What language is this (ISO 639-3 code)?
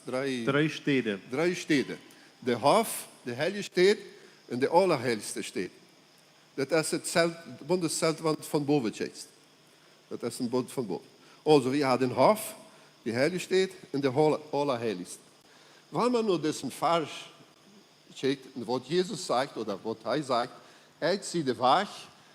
pdt